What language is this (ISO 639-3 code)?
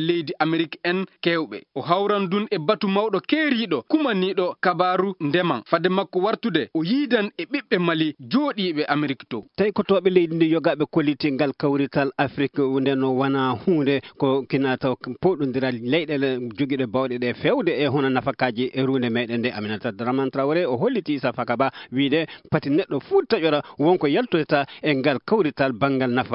ful